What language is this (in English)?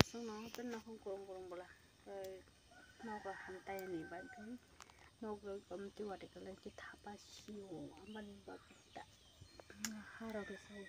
Kok Borok